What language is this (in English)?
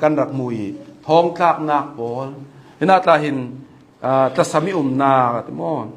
Hakha Chin